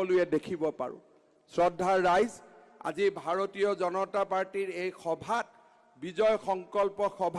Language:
Assamese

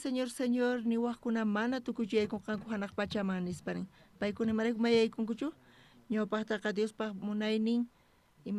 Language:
South Bolivian Quechua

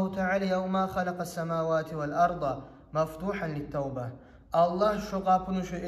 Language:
Kumyk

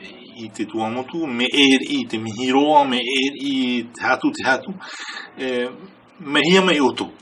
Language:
Tahitian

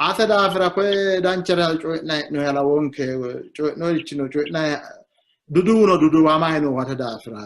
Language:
Sidamo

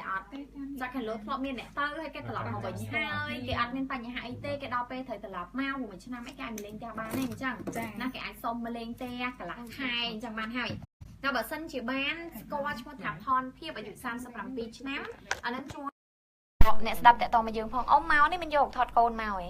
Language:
Khmer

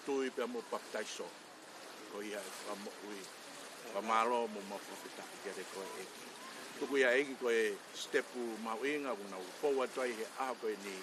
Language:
Tongan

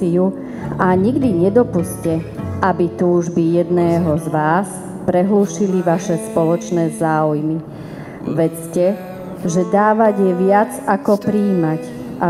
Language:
Slovak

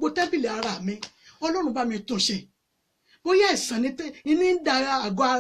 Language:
Yoruba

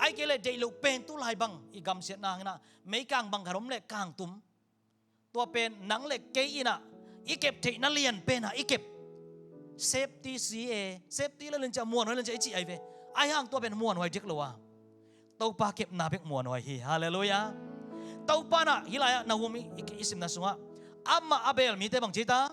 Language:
Tedim Chin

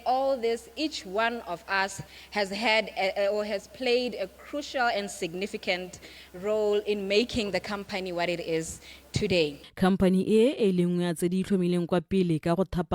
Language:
Tswana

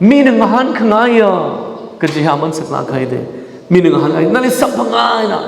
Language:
Tangkhul Naga (India)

